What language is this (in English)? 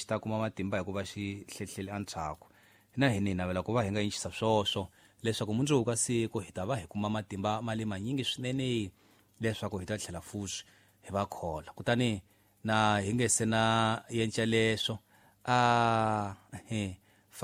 Tsonga